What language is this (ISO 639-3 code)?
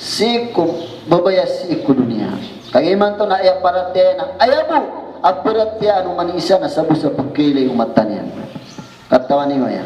mrw